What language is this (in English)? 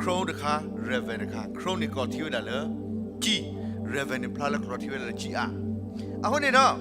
S'gaw Karen